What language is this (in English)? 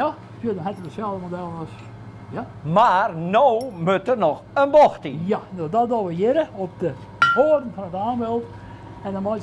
Western Frisian